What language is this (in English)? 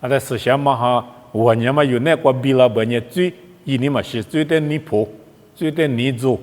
Lisu